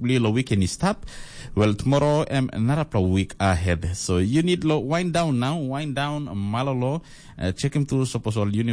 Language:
Tok Pisin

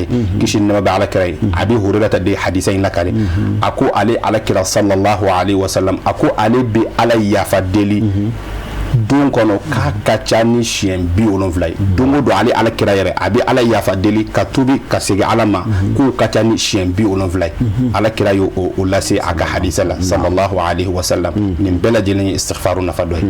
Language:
Bambara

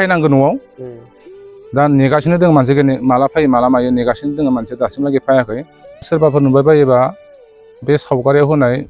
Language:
Bodo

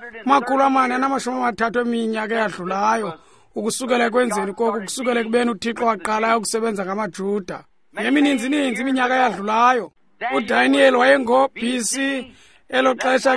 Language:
Xhosa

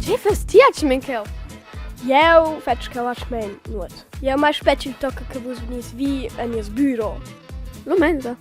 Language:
Romansh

